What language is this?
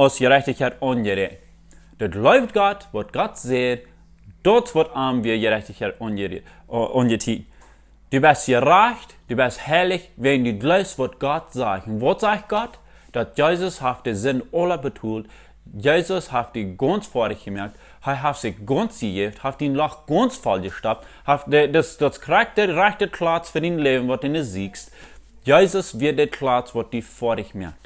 Plautdietsch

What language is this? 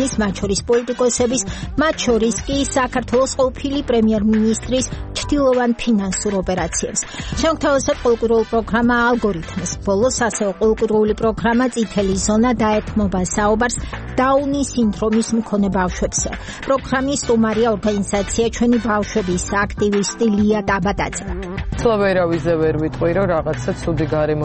Georgian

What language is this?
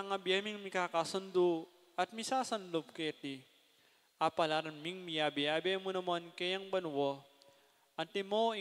Pampanga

